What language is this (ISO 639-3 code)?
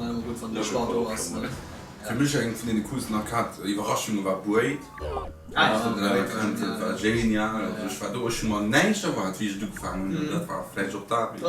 ltz